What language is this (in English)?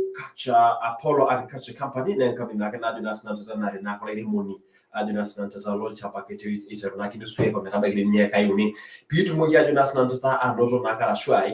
Masai